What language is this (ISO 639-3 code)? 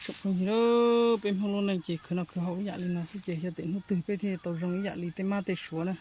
hmn